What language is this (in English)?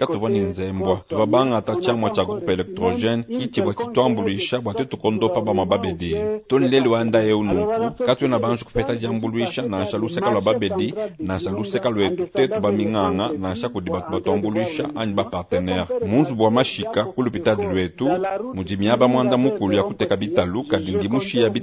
Luba-Lulua